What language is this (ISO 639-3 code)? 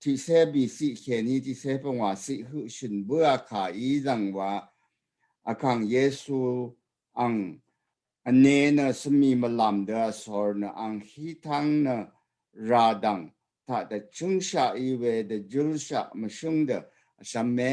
raw